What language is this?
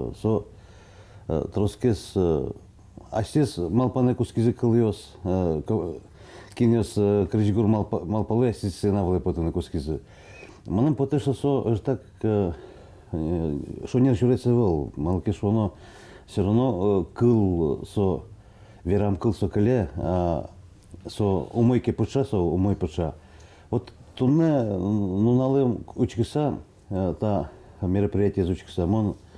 Udmurt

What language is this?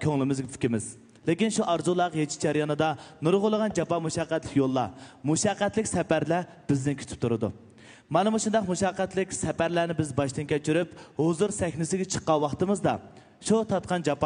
Uyghur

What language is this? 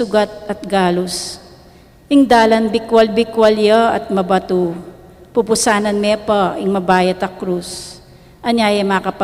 Pampanga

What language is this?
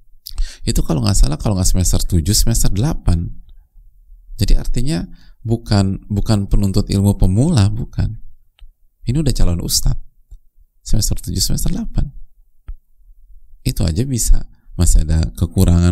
Indonesian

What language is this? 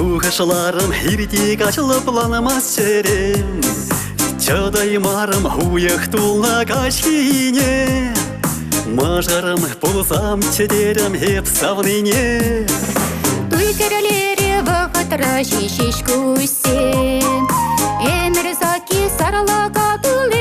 Chuvash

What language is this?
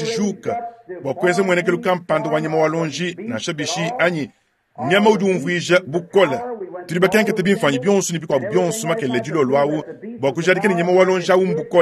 Luba-Lulua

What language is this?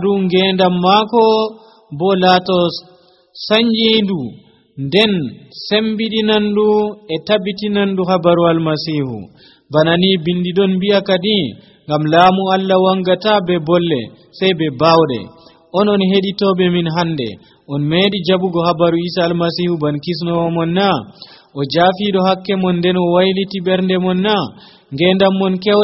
Nigerian Fulfulde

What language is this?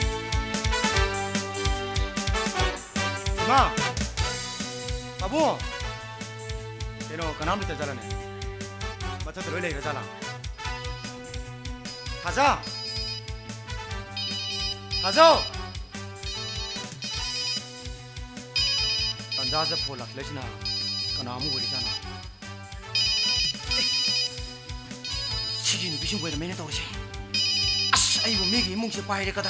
Korean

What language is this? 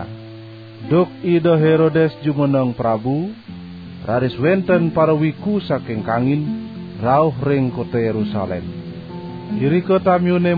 Balinese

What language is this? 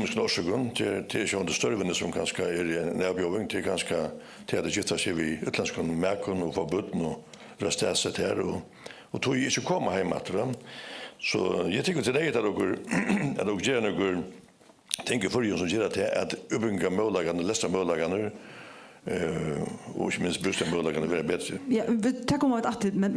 Faroese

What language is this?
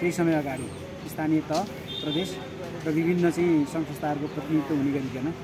Nepali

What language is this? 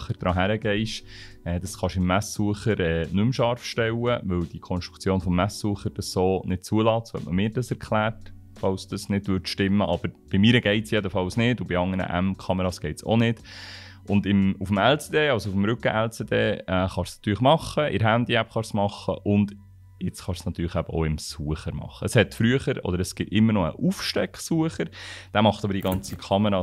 Swiss German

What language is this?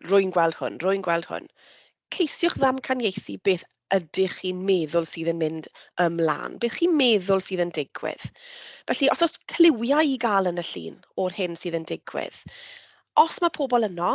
Welsh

